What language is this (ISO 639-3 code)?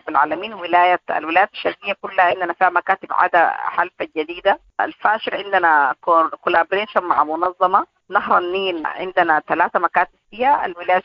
apd